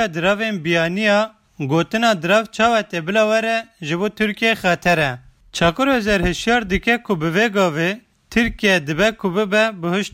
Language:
Kurdish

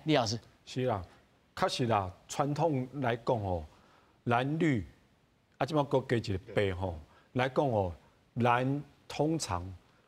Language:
Min Nan Chinese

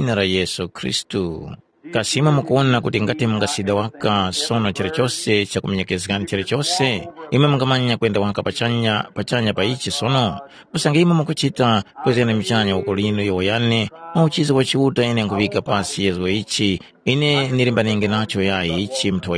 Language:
Tumbuka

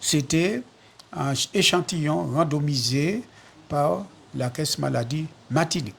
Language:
Guadeloupean Creole French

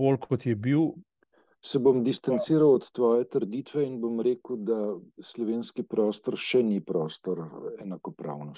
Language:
Slovenian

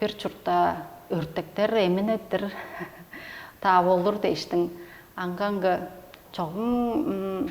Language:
Tuvinian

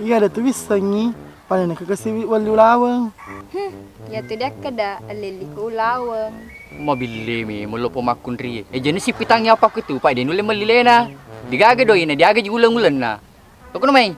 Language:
Buginese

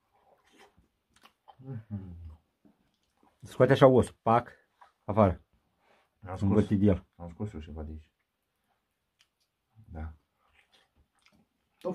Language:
Romanian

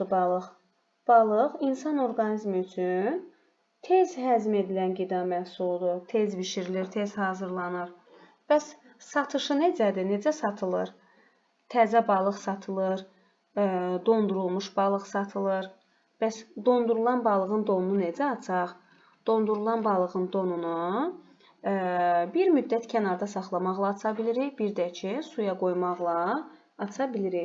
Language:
Azerbaijani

